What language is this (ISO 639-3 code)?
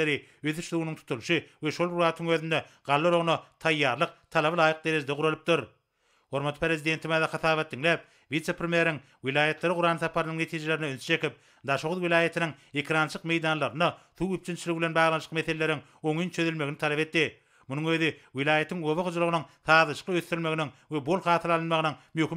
tuk